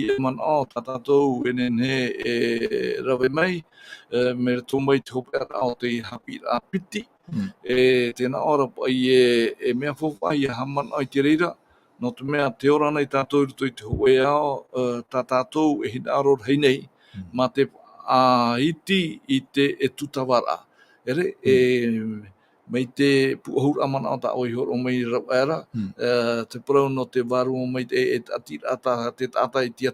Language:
Tahitian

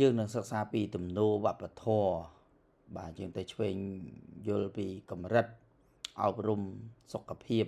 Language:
Khmer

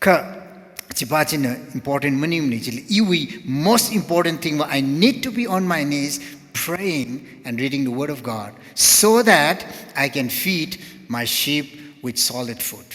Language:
Tangkhul Naga (India)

